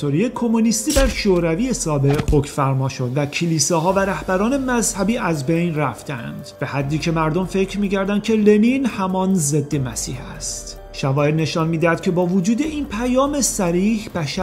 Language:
Persian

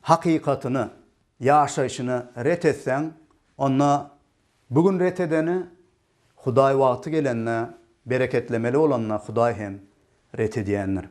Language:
Turkmen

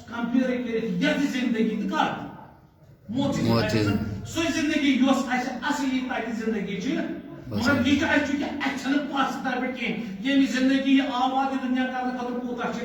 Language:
Kashmiri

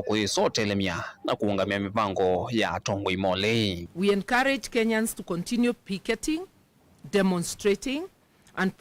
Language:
Kamba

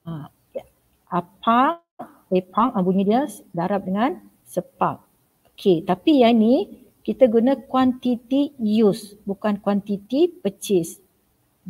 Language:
Malay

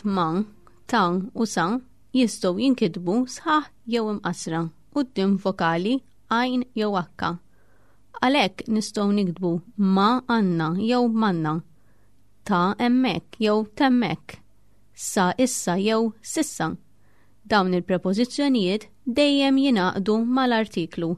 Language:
Maltese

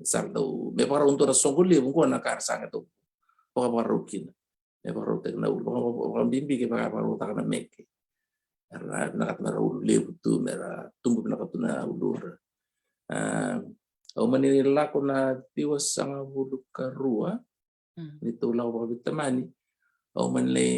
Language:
Fijian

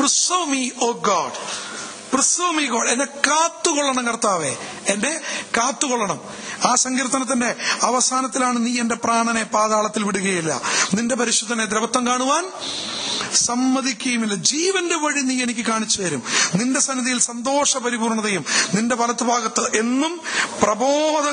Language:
Malayalam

